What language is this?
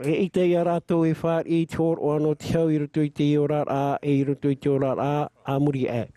Tahitian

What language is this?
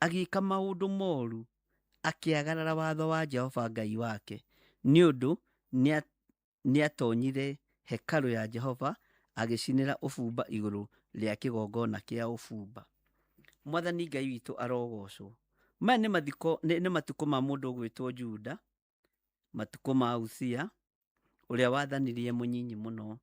Kikuyu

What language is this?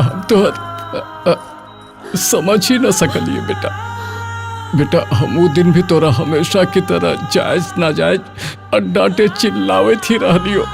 Magahi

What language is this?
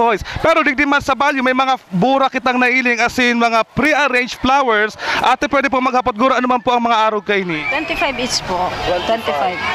Bikol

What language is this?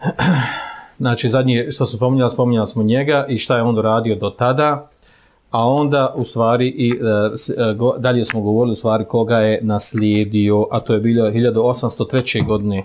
Bosnian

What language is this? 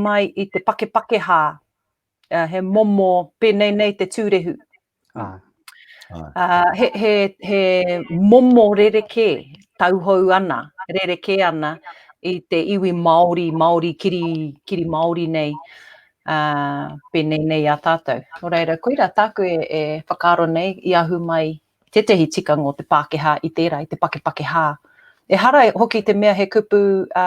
Māori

